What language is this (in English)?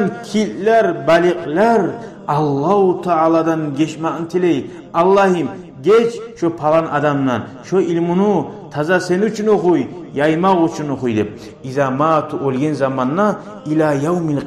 Kumyk